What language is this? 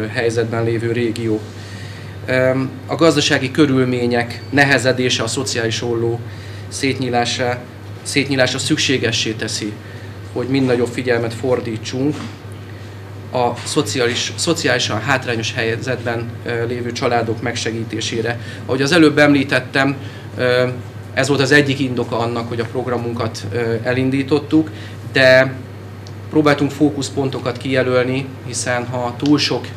Hungarian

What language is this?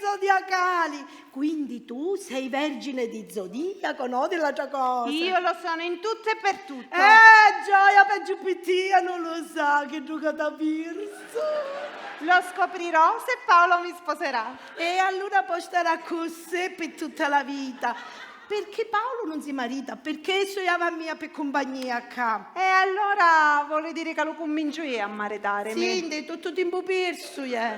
Sicilian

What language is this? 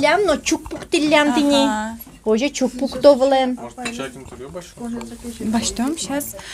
Udmurt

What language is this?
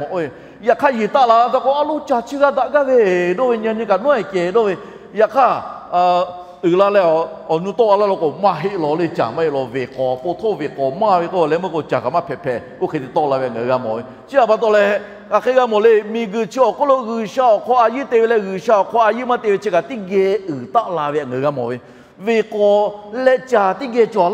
Lahu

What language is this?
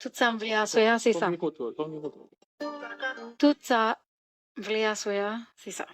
Haitian Creole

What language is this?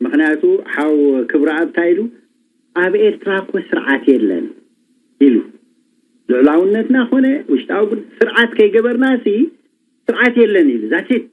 Tigrinya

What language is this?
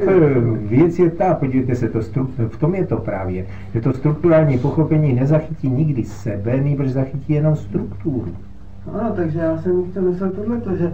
Czech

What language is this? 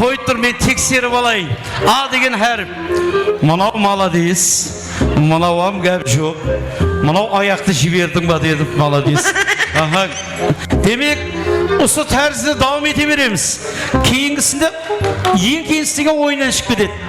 Kara-Kalpak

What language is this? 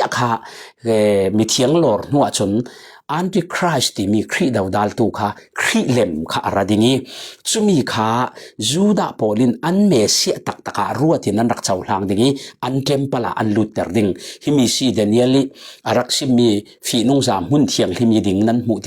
Falam Chin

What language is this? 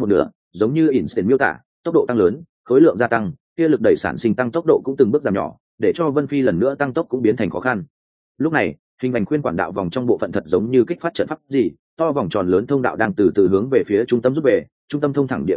Vietnamese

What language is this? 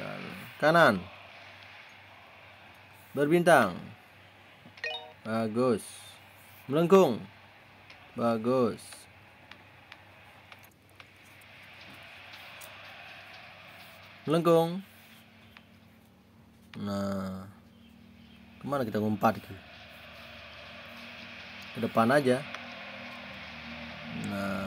Indonesian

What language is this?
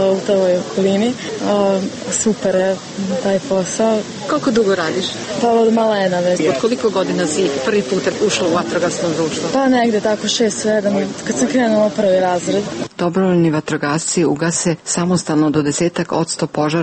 Serbian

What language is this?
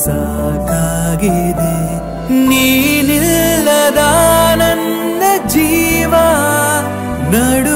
Kannada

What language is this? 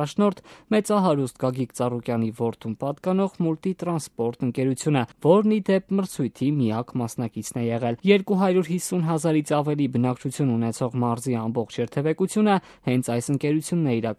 Armenian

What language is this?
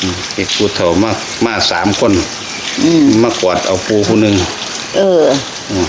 Northeastern Thai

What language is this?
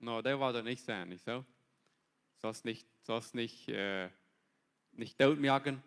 Plautdietsch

